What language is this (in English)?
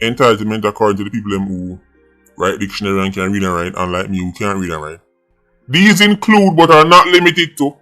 Jamaican Creole English